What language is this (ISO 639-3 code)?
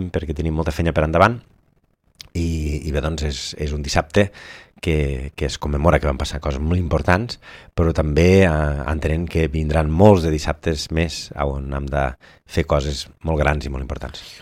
cat